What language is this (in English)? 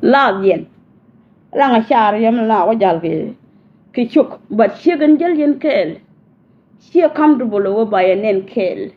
Nuer